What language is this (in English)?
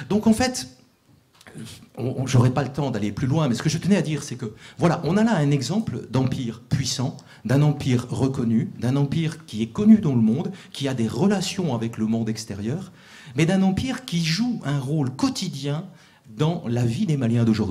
French